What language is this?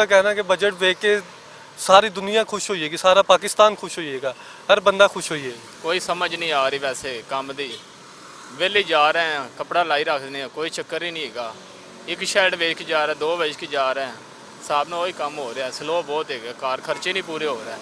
Western Panjabi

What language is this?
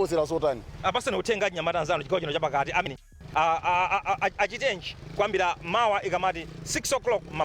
Nyanja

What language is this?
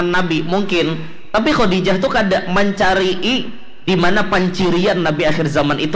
Banjar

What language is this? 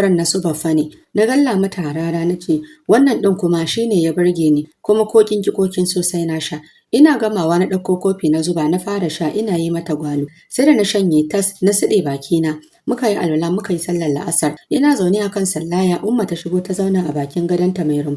Hausa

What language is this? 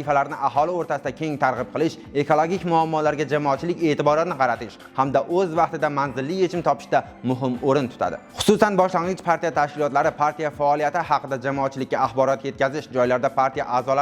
Uzbek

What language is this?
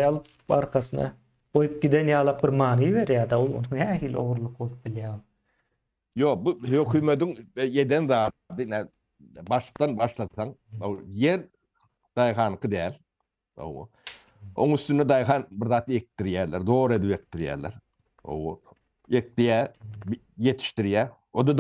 Turkmen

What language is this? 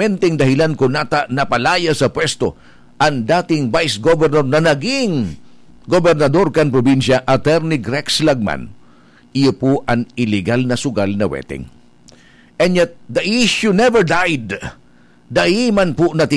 Bikol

